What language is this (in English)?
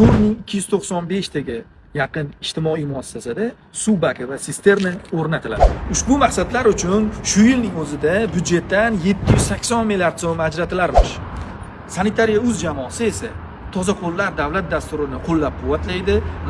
Uzbek